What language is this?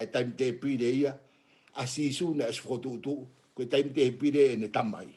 Tongan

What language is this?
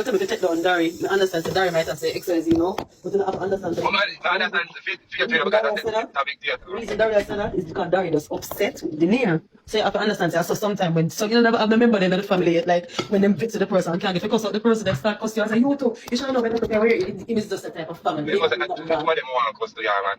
Jamaican Creole English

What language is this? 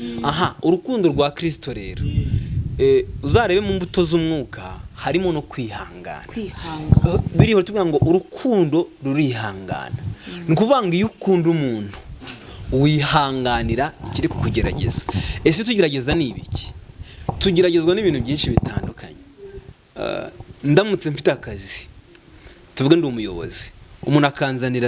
Kinyarwanda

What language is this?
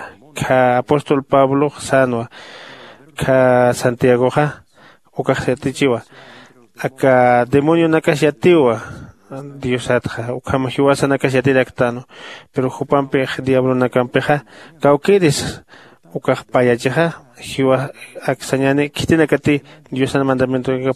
Aymara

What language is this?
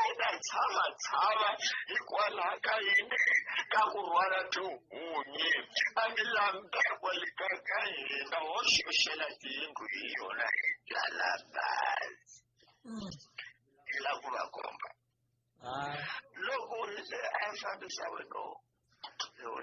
Tsonga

